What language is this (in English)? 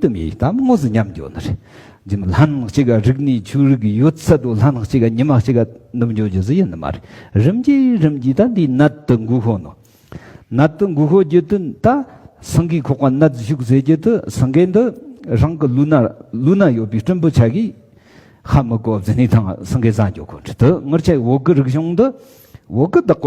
Tibetan